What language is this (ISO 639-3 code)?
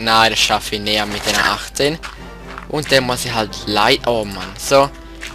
gsw